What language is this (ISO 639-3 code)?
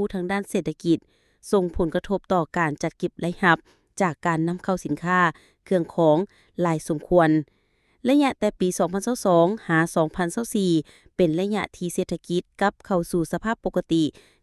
lao